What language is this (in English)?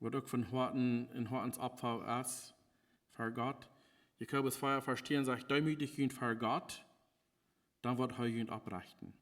Plautdietsch